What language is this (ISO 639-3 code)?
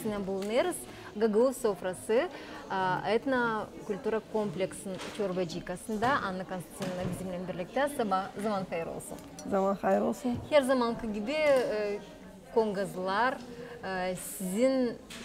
gag